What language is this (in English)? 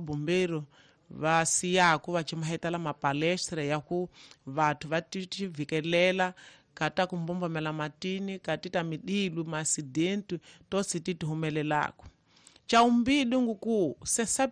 Tsonga